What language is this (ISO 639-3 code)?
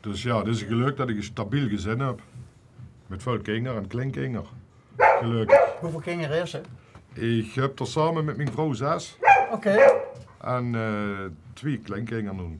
lim